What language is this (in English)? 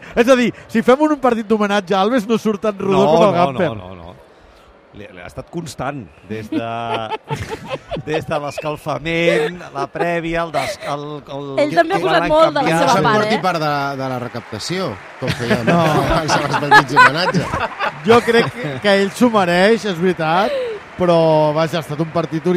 Catalan